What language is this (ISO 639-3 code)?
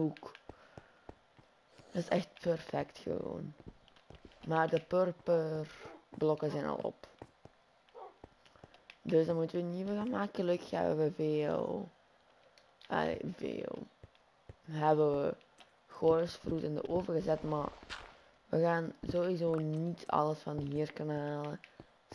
nld